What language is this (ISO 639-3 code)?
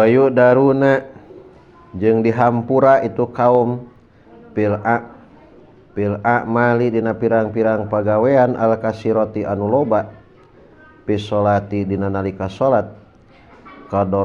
sun